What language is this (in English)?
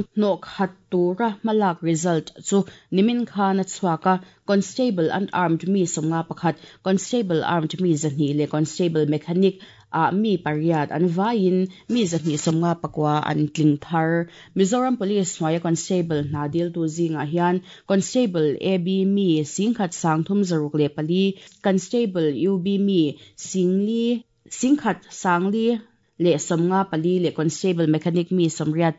Mizo